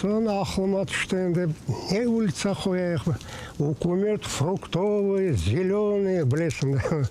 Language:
Crimean Tatar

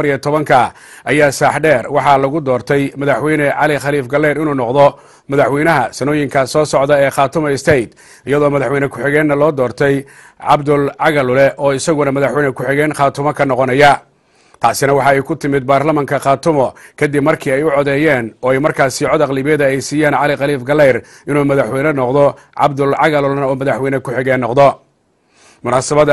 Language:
Somali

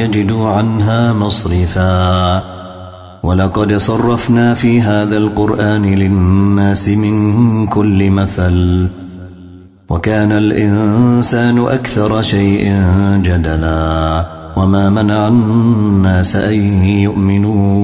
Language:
Arabic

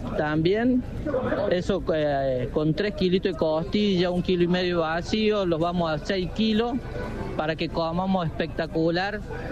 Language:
Spanish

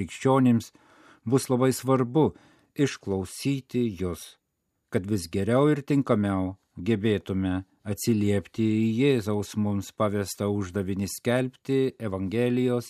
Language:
Lithuanian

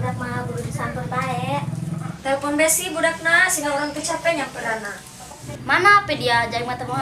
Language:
Sundanese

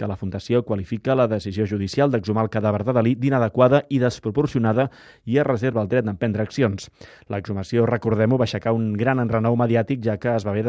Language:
Catalan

